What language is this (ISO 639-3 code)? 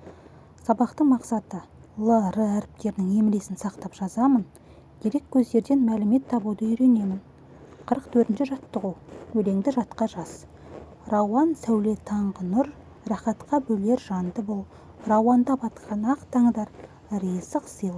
kaz